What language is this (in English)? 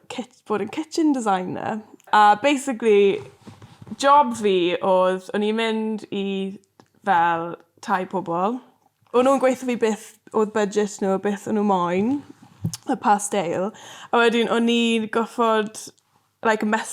Welsh